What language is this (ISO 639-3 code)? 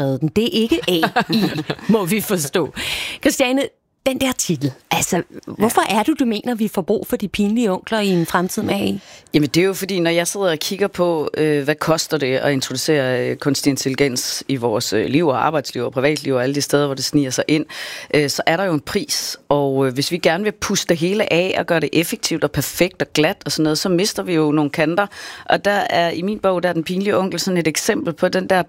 dan